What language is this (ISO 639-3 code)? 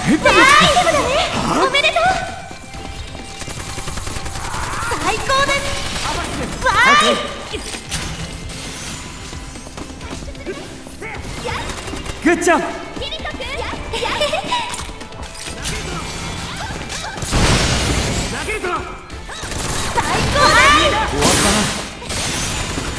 jpn